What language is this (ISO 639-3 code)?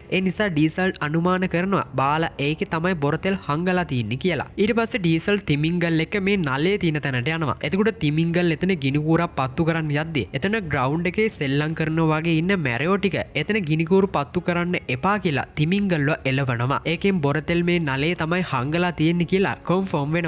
sin